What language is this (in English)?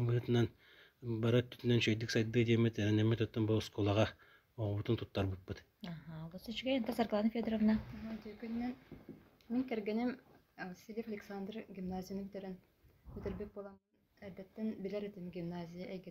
Yakut